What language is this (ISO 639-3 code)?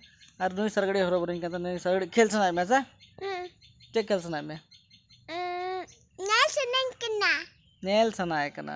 sat